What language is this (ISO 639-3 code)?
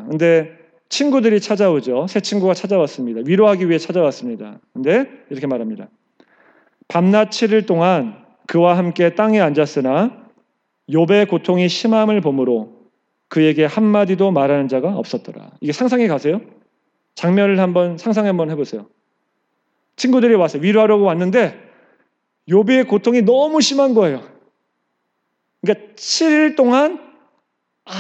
kor